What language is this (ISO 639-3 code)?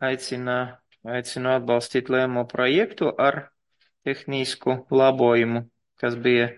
lav